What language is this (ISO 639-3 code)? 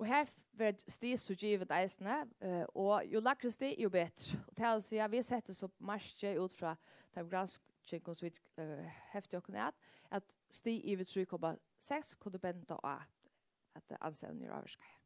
fao